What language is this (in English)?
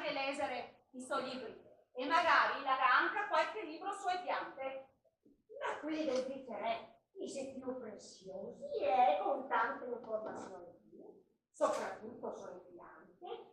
Venetian